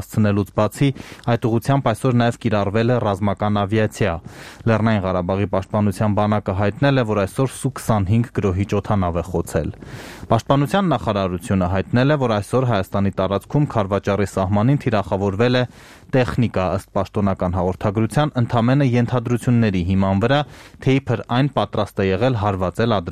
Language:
Armenian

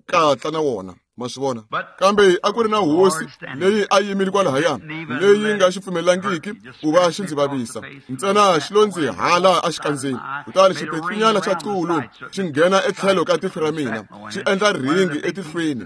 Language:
Tsonga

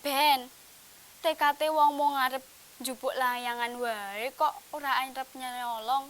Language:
Javanese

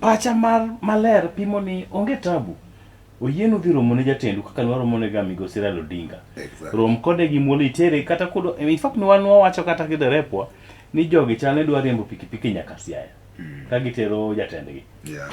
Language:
Luo (Kenya and Tanzania)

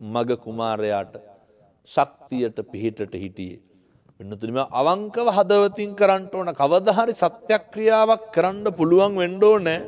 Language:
Sinhala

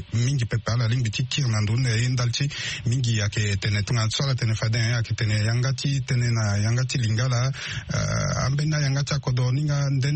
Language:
Sango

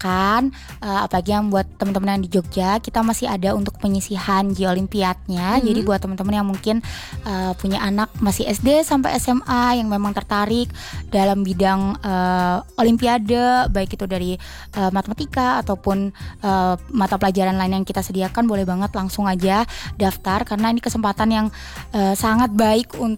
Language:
Indonesian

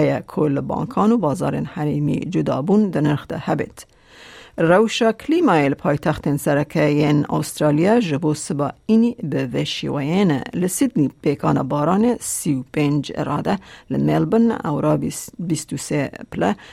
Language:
Kurdish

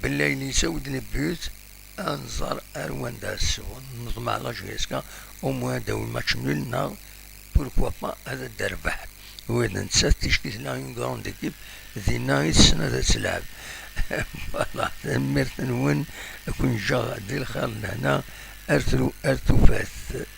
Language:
Kabyle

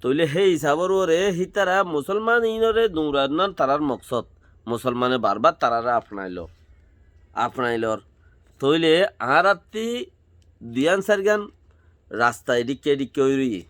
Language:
Rohingya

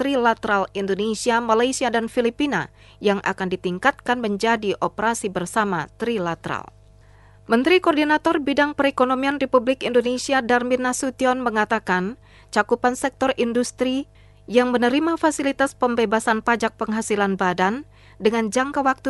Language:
Indonesian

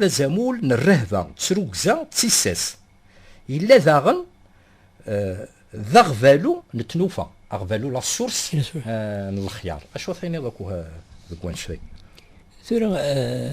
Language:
Kabyle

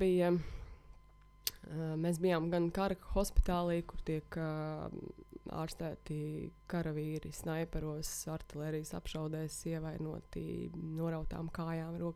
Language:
Latvian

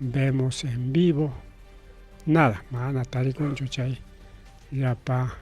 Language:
Ayacucho Quechua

